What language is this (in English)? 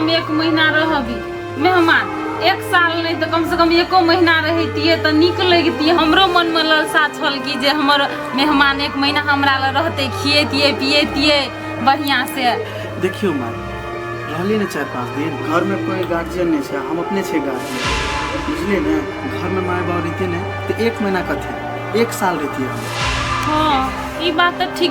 Maithili